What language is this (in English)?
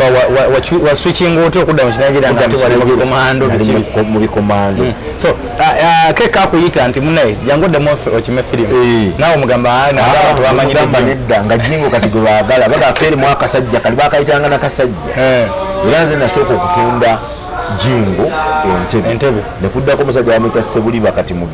Ganda